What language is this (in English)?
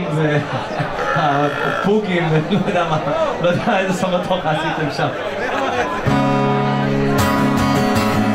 Hebrew